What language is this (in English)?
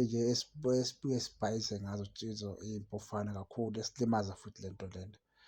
Zulu